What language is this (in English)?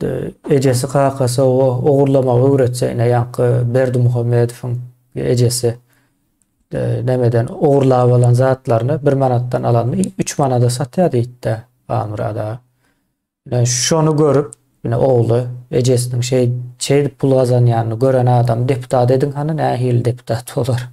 Turkmen